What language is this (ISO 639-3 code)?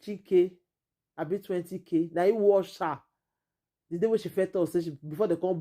pcm